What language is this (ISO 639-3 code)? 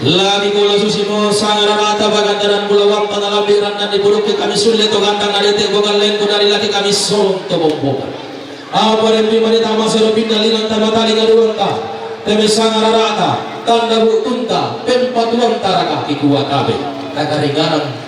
sda